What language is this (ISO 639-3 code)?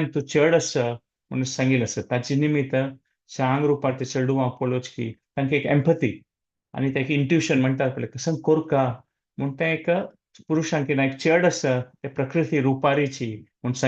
kok